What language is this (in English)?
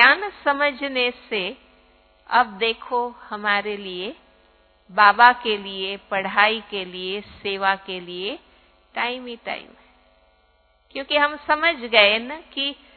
Hindi